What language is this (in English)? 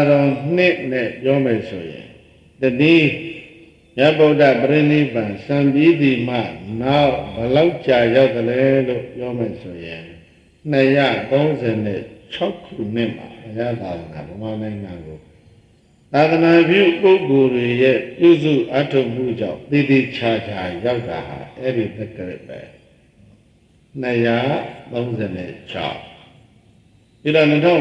Burmese